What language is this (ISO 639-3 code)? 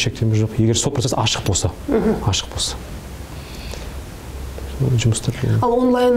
kaz